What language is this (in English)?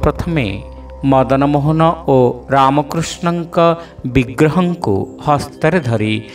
Odia